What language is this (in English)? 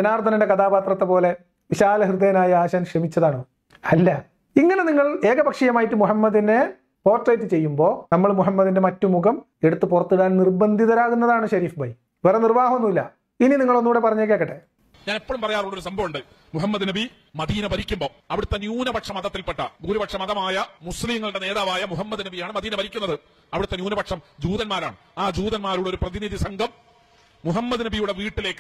Malayalam